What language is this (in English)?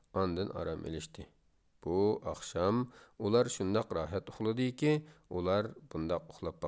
Uyghur